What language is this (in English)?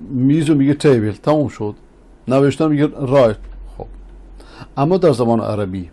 Persian